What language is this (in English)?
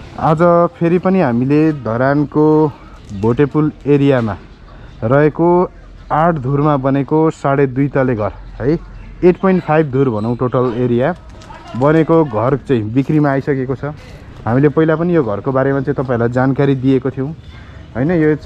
Nepali